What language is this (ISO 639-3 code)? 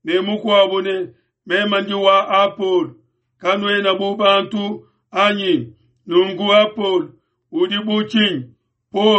lua